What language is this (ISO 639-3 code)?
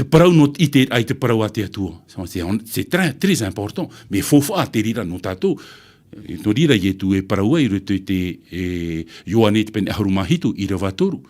tah